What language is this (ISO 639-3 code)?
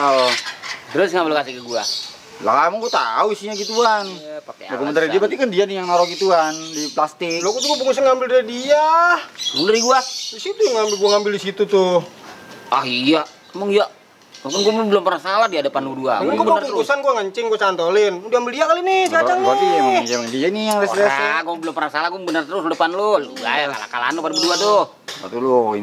bew